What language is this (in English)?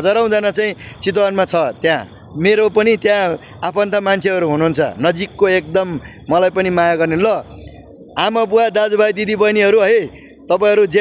Nepali